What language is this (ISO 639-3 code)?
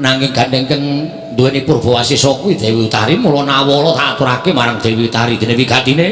jav